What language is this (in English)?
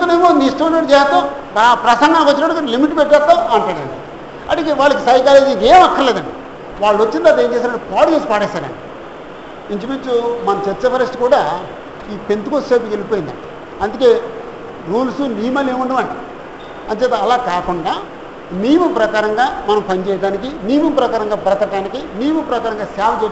Telugu